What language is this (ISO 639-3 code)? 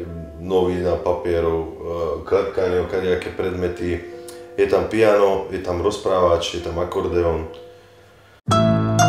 slk